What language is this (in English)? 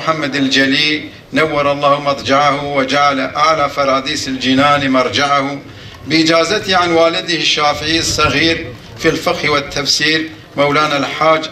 Kurdish